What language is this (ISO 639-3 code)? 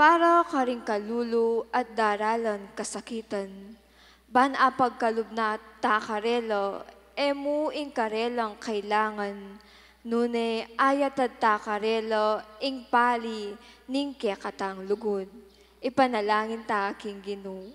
pam